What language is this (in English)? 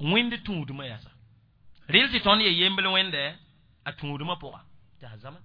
Mossi